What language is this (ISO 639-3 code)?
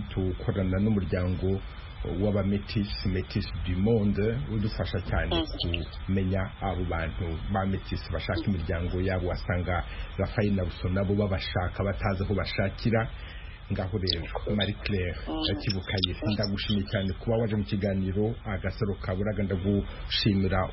kin